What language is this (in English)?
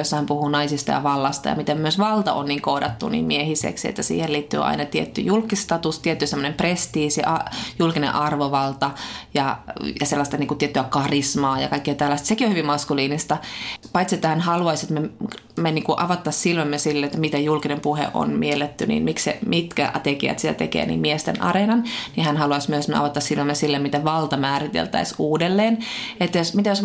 Finnish